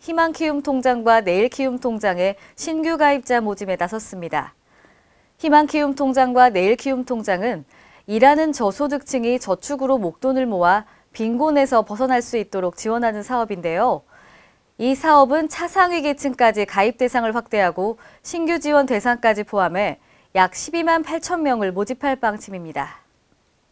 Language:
Korean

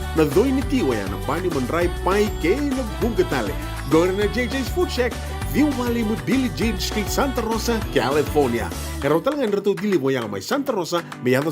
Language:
Fijian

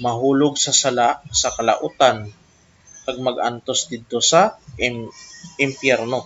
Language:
Hiligaynon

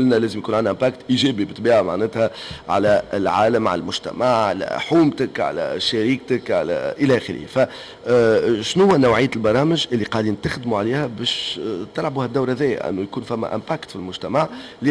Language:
Tunisian Arabic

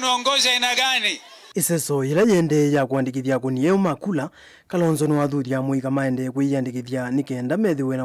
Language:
Kamba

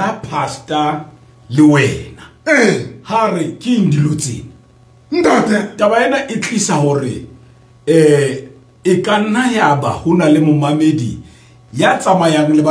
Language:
Southern Sotho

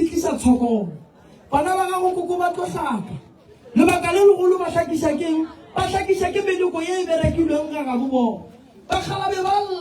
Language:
Northern Sotho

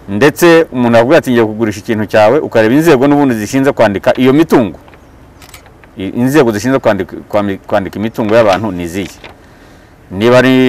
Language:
Kinyarwanda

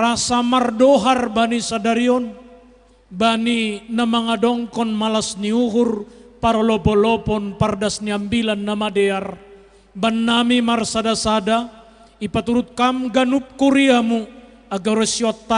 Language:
Batak Simalungun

